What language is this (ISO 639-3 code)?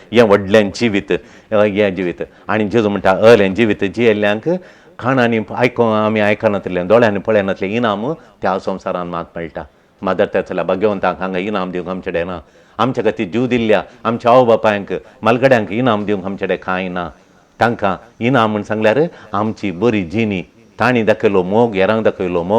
kok